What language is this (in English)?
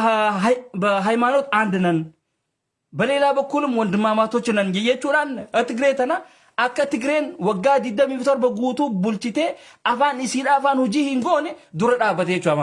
Oromo